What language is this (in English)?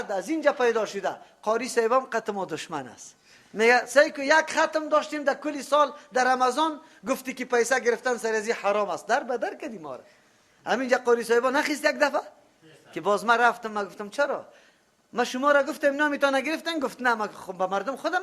Persian